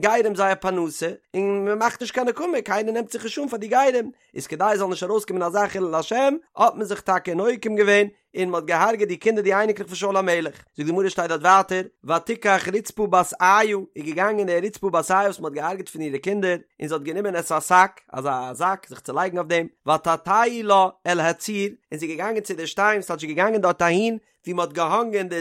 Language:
Yiddish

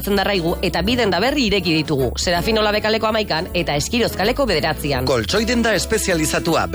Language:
Basque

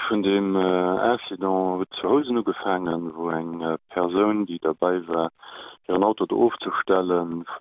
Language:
Luxembourgish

